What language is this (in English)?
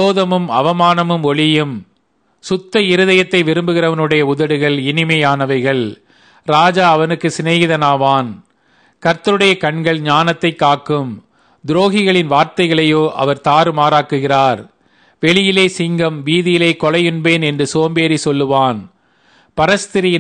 Tamil